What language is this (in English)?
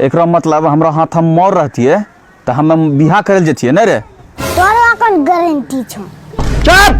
Angika